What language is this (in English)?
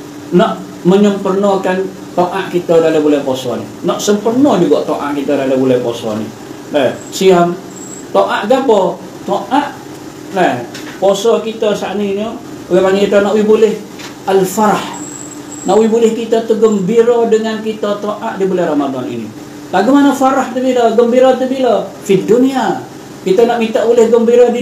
Malay